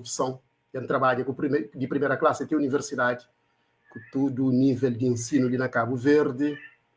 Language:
Kabuverdianu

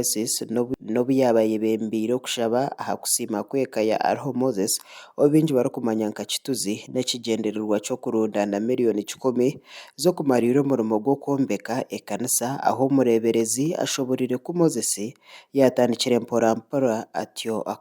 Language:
Nyankole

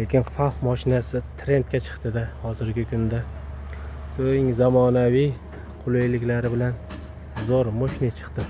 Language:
Uzbek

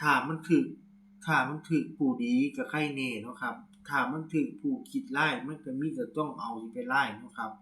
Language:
Northeastern Thai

